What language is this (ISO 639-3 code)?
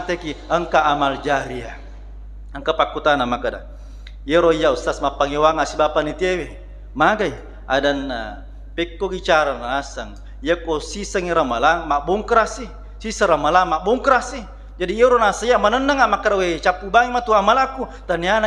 bug